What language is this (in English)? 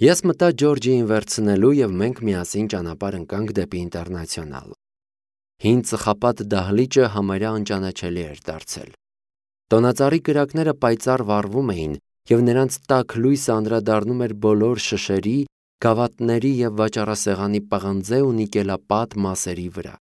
Armenian